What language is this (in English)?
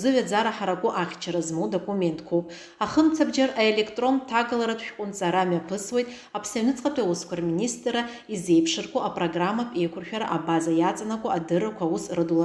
Abkhazian